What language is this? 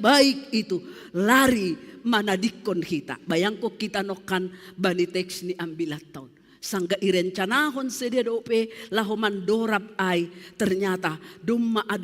Batak Simalungun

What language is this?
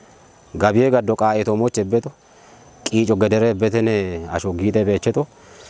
Kafa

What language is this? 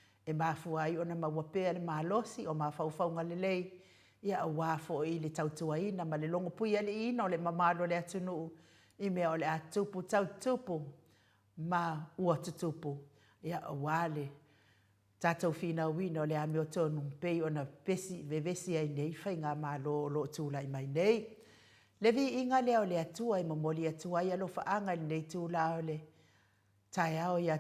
Samoan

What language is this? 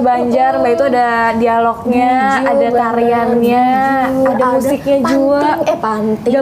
Banjar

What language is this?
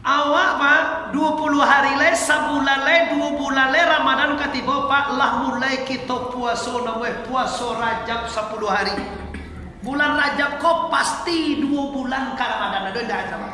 Minangkabau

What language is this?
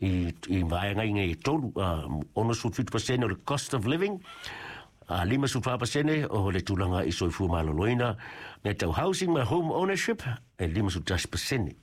Samoan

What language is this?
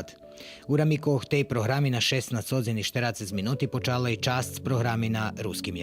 Rusyn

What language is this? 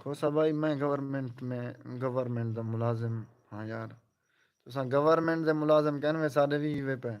Saraiki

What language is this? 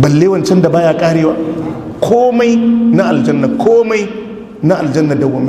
Hausa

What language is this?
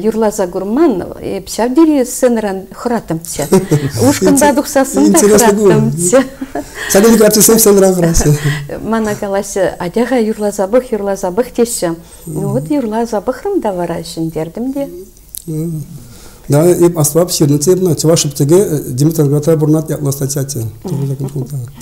Chuvash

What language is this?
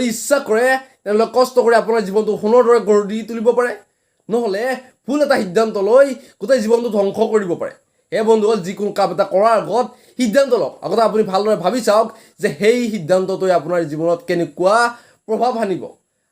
Assamese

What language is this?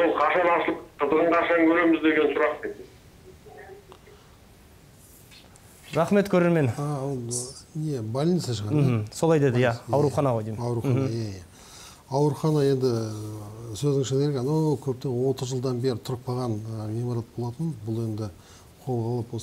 Kazakh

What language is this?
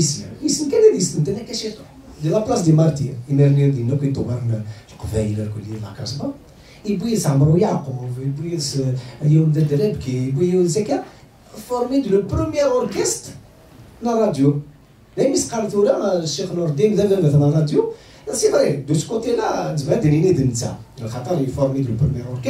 Kabyle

